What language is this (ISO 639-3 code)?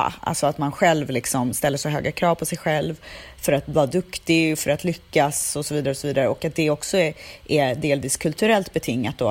swe